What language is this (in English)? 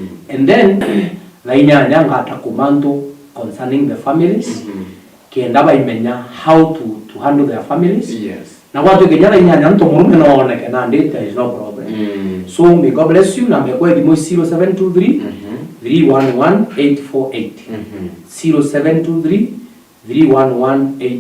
Meru